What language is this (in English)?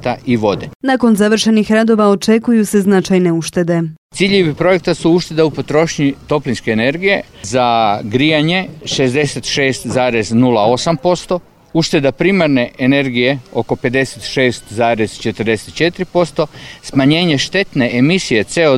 Croatian